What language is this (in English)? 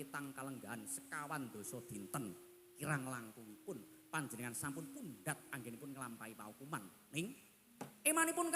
Javanese